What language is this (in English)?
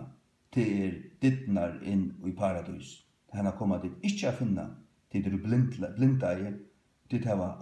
Faroese